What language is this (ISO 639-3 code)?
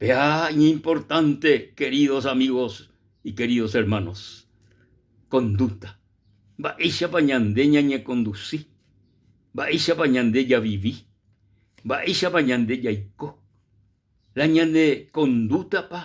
grn